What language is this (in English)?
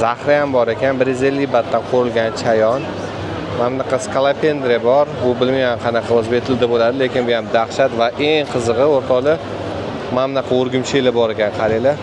Uzbek